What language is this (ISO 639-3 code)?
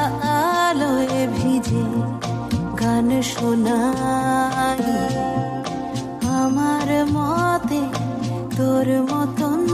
ben